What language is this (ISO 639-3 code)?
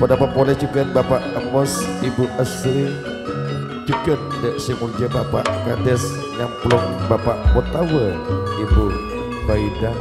mad